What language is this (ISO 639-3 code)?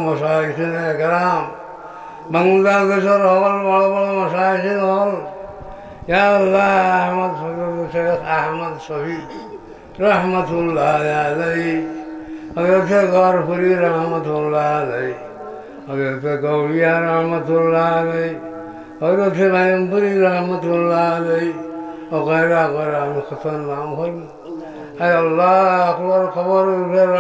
syl